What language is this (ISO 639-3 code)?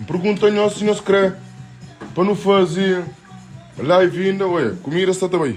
kea